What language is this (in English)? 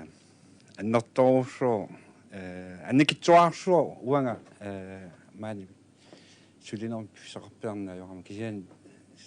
Kalaallisut